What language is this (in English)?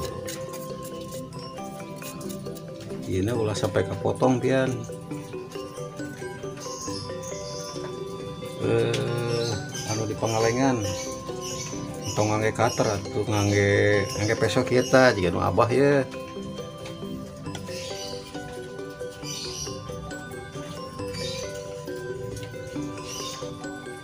Sundanese